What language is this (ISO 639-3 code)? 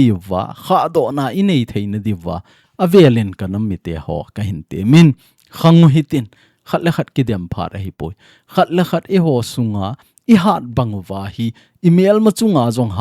tcz